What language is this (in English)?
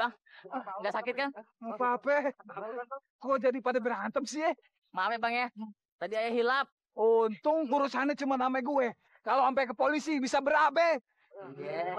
Betawi